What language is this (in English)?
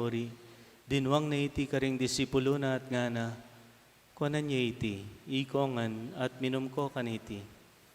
Pampanga